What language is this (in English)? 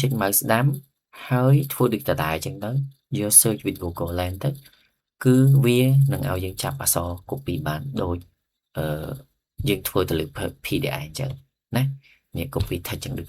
Khmer